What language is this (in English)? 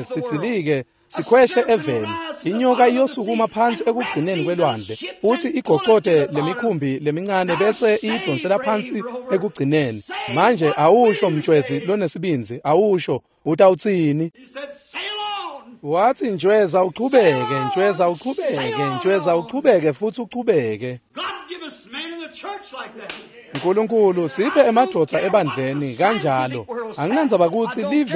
Swati